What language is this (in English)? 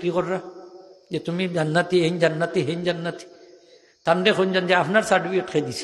Sylheti